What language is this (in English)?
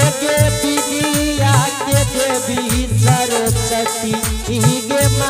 Angika